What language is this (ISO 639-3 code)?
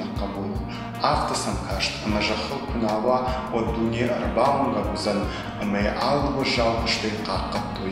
oss